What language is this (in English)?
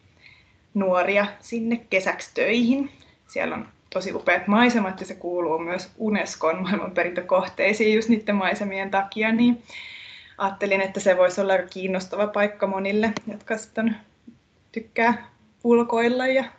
Finnish